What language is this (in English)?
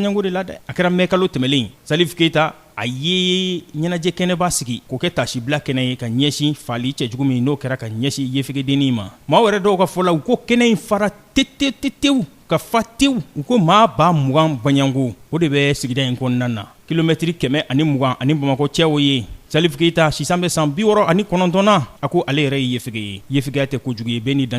Bambara